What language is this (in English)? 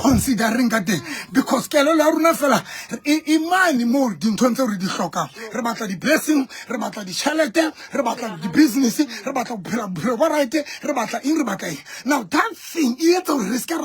Southern Sotho